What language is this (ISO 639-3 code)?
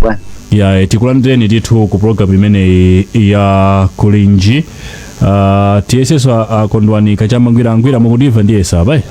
nya